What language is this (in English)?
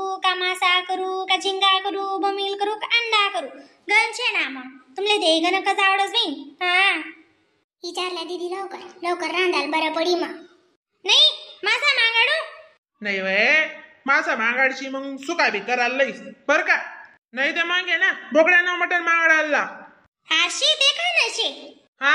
Khandesi